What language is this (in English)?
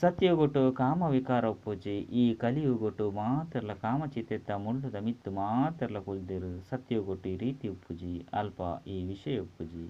Tulu